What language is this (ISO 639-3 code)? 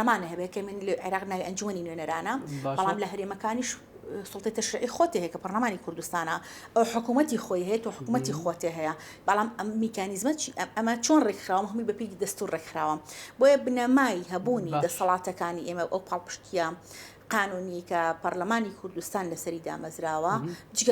ckb